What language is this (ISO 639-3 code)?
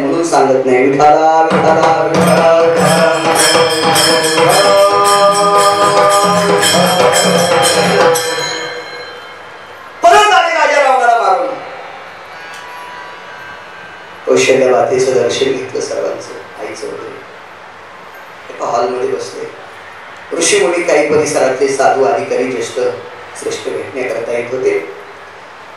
mar